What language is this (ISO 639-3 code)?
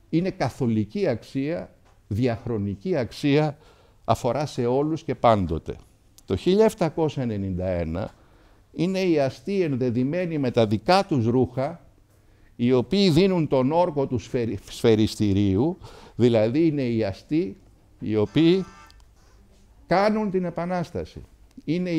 ell